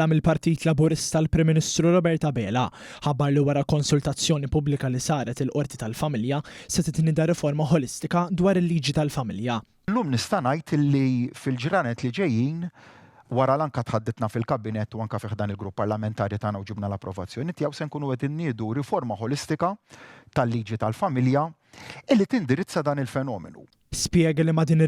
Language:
Maltese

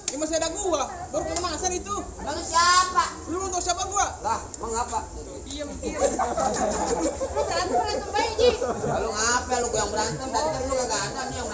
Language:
Betawi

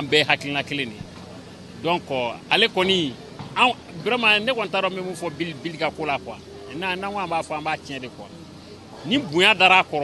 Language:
Bambara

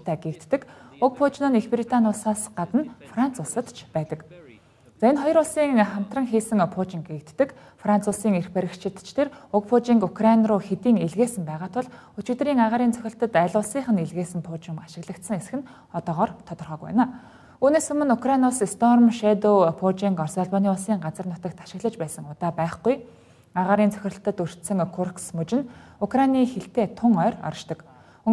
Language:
Mongolian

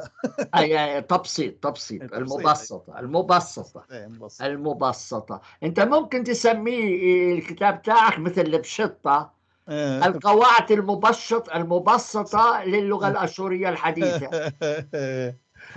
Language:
North Levantine Arabic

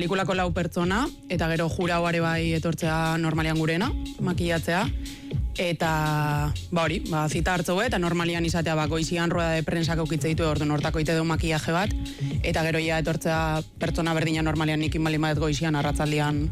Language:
Basque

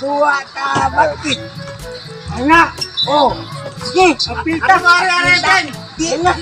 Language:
Cebuano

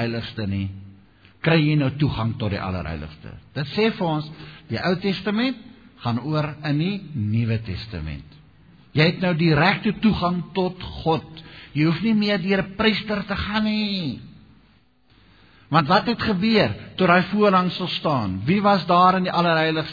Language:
Afrikaans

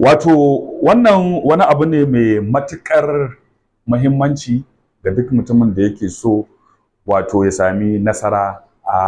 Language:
Hausa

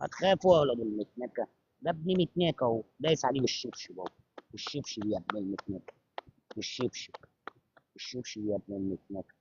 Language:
Egyptian Arabic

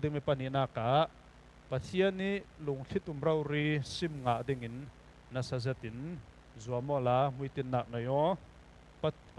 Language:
Falam Chin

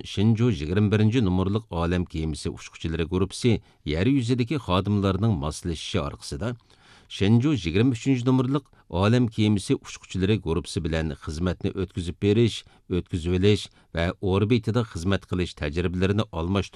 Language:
Uyghur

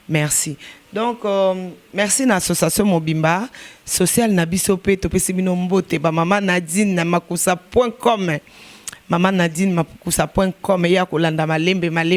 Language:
Lingala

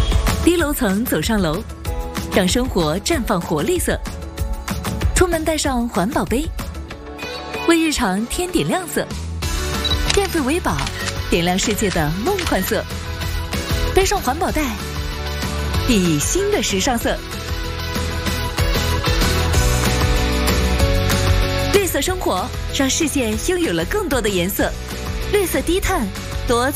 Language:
Chinese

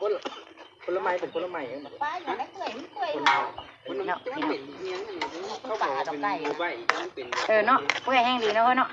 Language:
Lao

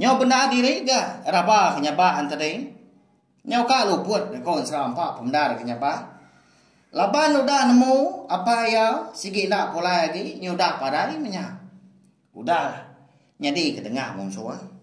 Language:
Iban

